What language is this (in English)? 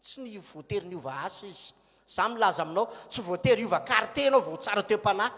Malagasy